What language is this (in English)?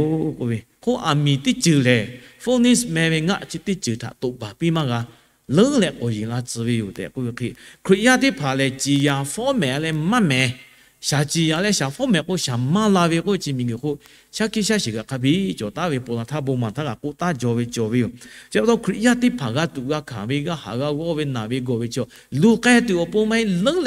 Lahu